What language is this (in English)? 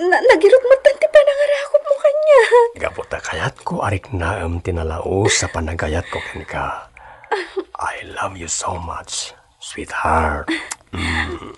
Iloko